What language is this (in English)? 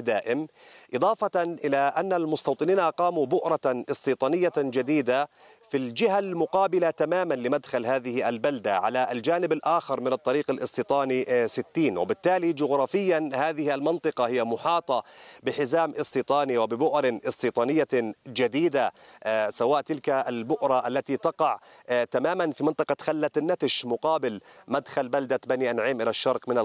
Arabic